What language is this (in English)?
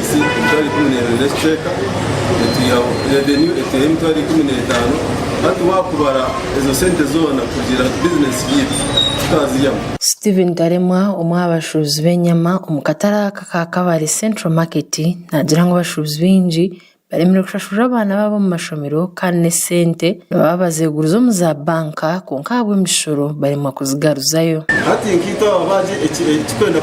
Nyankole